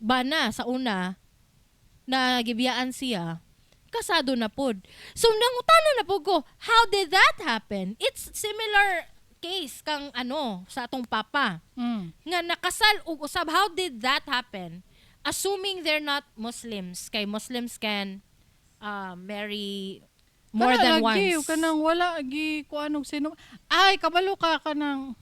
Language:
Cebuano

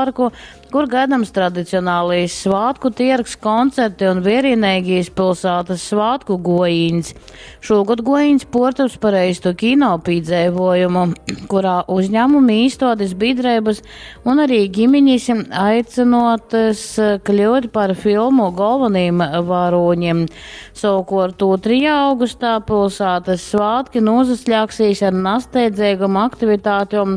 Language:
Latgalian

